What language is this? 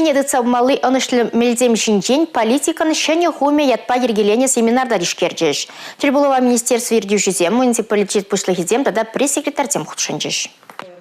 Chuvash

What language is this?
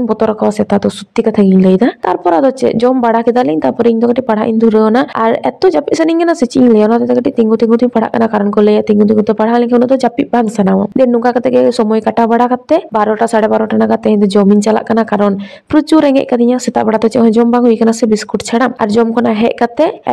Santali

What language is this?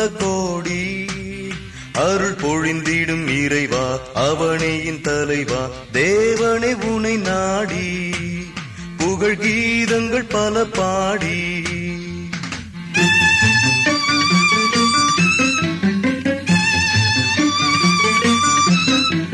Tamil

